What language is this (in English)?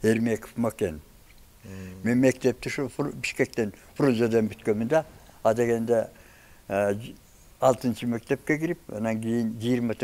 Kyrgyz